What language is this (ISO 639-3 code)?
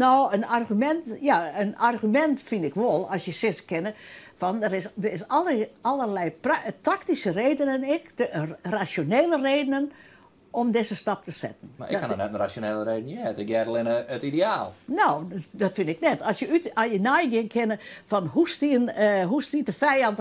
fry